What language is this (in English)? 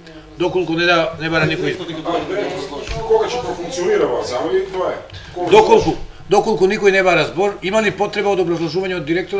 Macedonian